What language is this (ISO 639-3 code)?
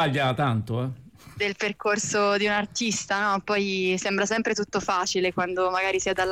ita